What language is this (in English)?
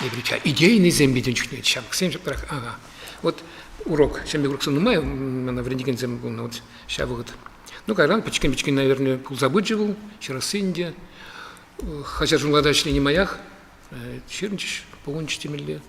Chuvash